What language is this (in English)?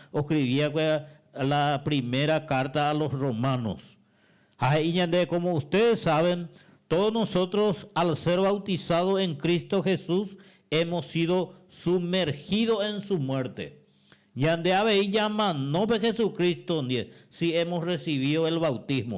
Guarani